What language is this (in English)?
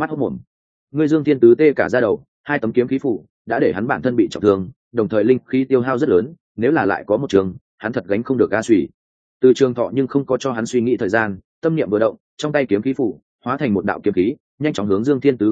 Vietnamese